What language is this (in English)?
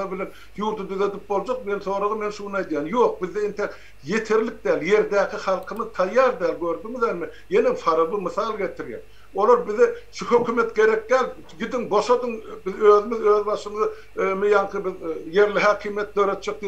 Turkmen